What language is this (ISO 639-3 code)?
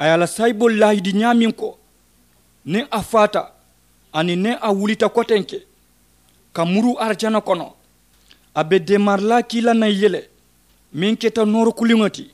man